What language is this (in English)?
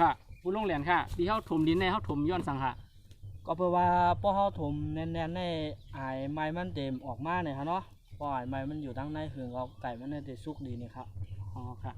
Shan